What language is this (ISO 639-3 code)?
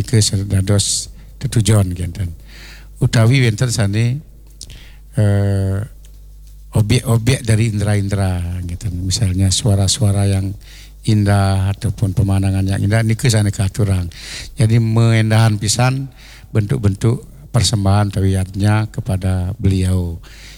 ban